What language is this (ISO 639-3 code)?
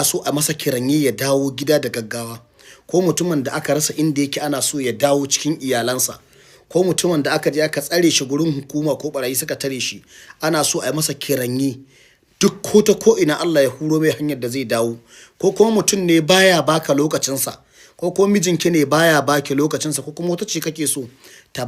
hau